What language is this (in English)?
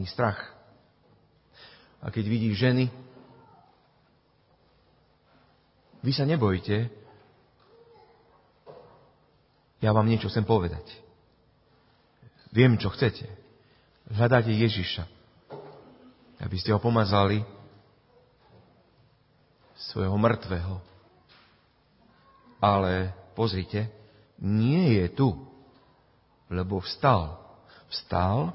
Slovak